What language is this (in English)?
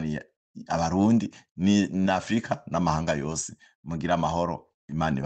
Rundi